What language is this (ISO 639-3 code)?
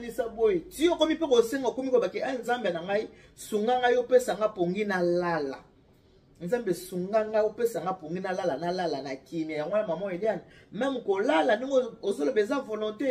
lin